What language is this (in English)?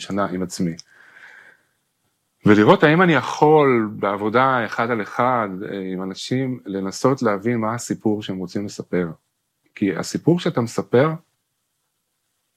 Hebrew